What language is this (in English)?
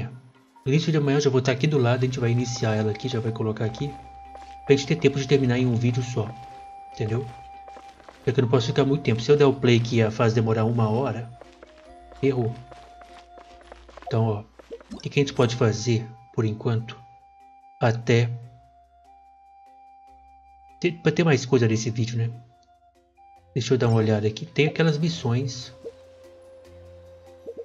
Portuguese